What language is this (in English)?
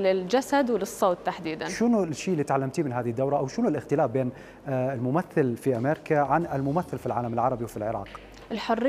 Mesopotamian Arabic